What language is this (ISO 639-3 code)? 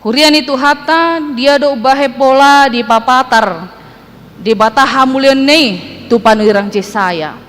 bbc